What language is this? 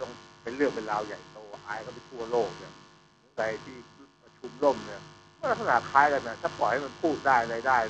Thai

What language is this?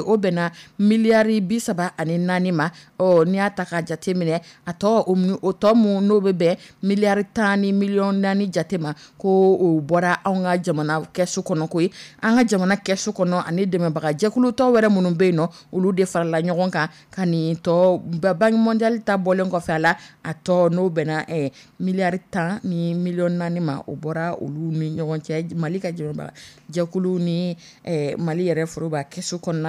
Dyula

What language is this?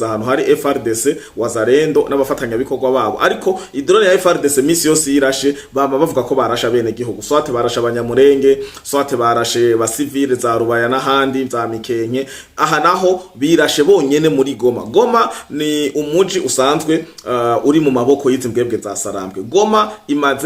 Rundi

